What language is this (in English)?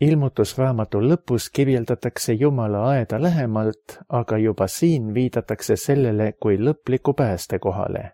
Estonian